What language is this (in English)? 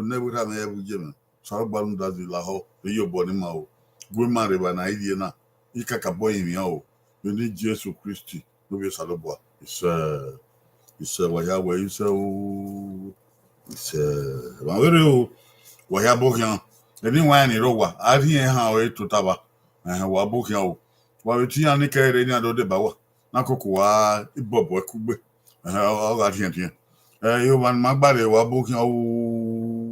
Bini